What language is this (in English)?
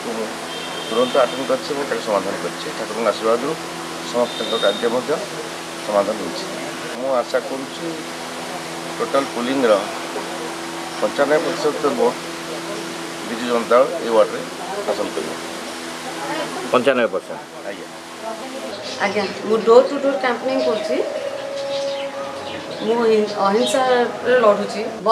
Odia